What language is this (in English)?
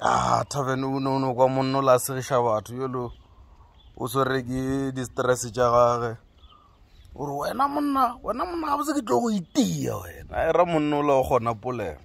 Northern Sotho